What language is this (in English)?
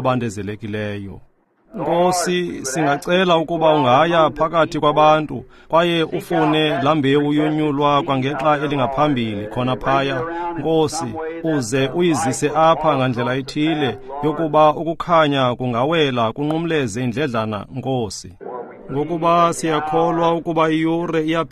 Xhosa